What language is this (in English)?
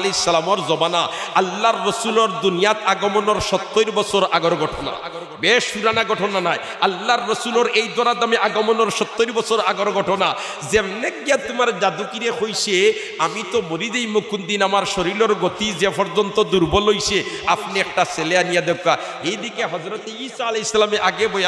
Sylheti